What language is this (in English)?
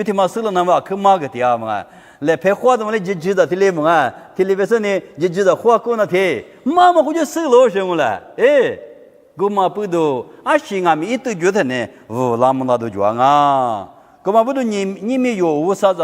Lisu